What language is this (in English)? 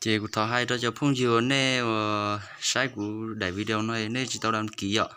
Hmong